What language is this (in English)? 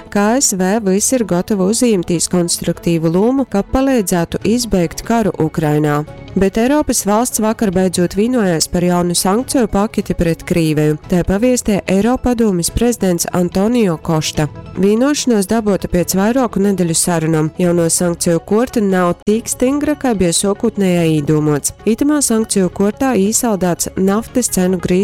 Latgalian